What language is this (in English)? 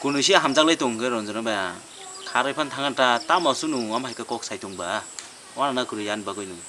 Kok Borok